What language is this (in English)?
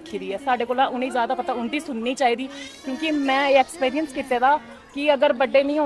Dogri